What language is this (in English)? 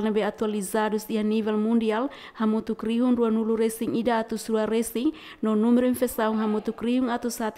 Tetum